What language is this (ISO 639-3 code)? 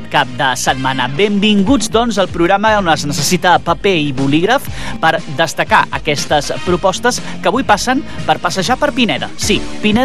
cat